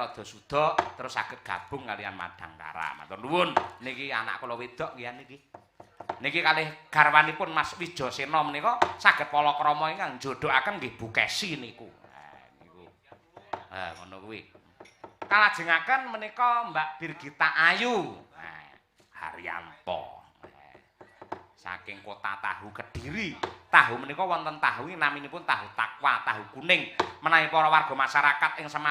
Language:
Javanese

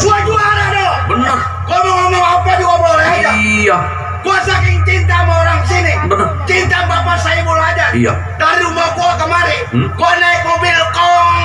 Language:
Betawi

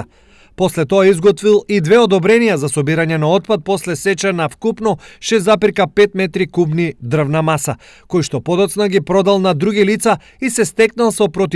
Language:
Macedonian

